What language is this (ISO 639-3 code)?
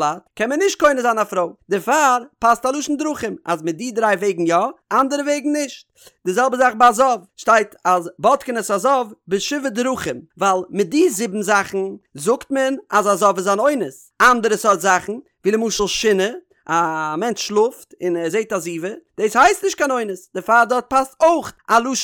yid